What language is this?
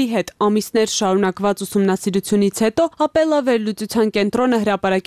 Armenian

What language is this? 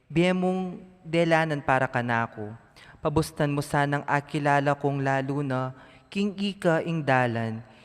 Pampanga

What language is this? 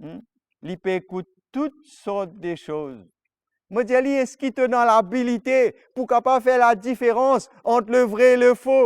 Morisyen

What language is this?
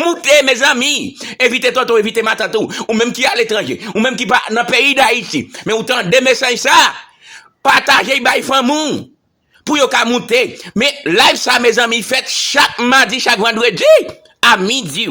Haitian Creole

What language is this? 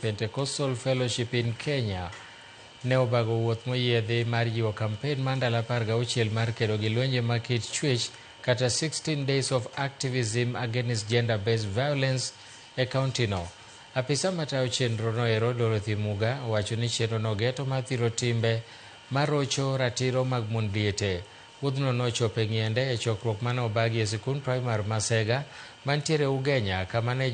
Luo (Kenya and Tanzania)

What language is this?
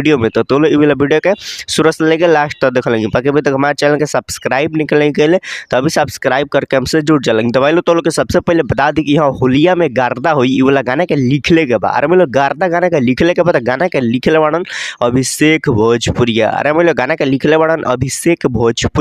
Bhojpuri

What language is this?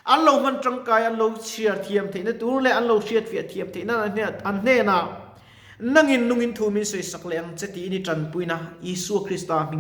Mizo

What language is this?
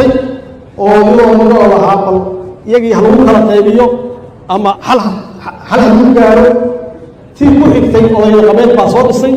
Somali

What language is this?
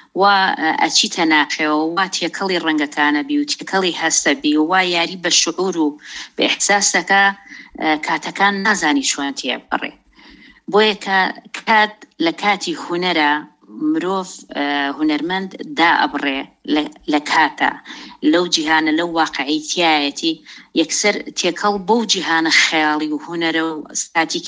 Central Kurdish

